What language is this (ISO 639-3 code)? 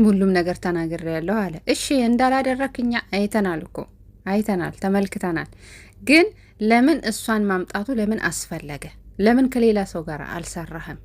amh